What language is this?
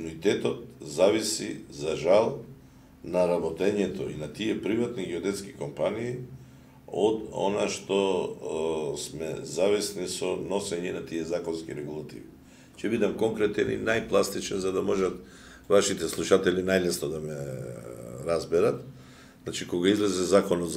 Macedonian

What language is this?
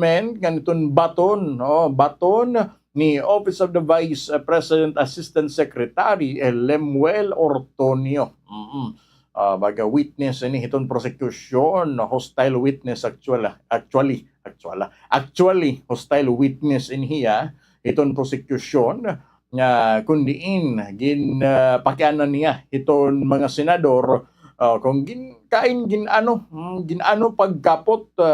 Waray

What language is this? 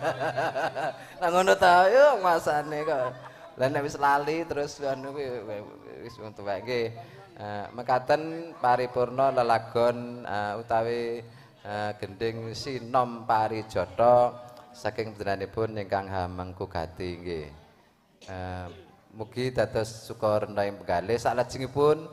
Javanese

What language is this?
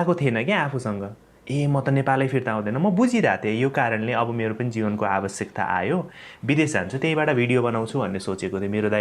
Nepali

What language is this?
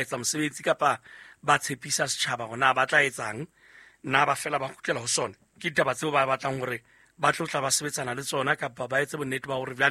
Southern Sotho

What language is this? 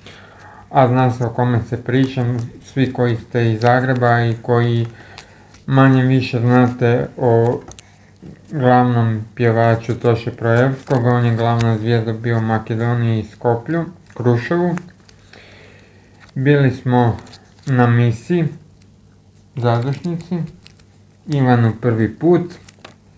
Croatian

